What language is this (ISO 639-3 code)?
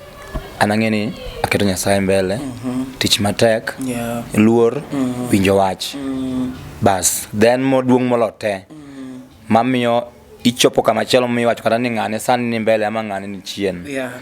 luo